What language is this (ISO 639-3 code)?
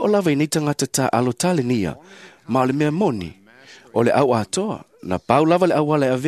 smo